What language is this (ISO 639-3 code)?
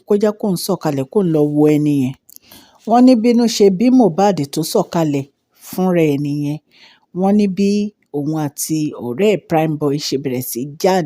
yor